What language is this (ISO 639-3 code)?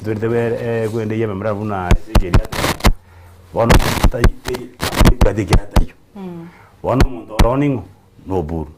guz